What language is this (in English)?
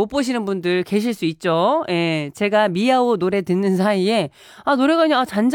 Korean